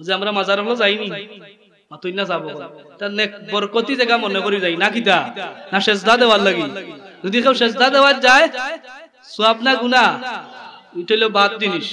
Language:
Sylheti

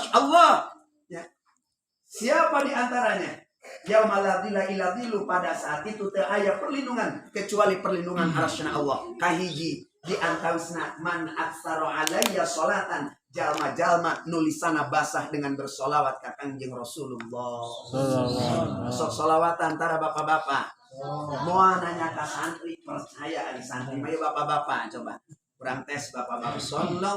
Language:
Sundanese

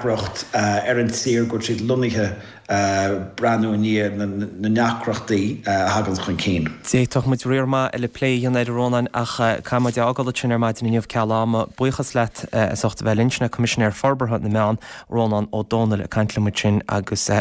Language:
Irish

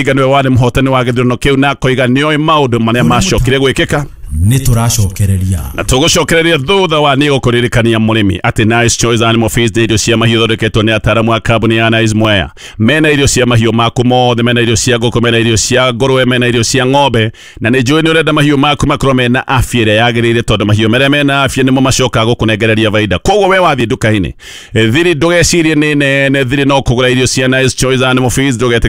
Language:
Kikuyu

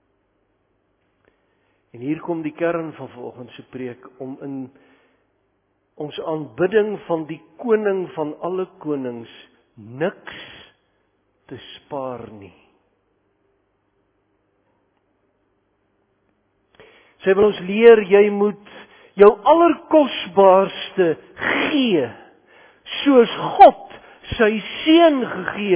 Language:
Afrikaans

